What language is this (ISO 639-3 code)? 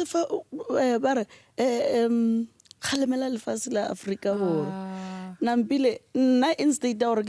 nso